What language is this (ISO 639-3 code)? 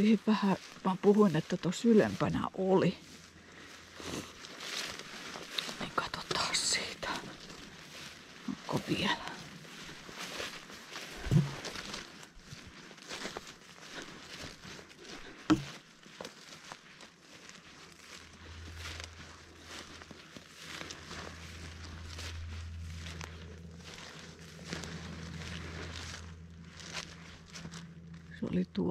fin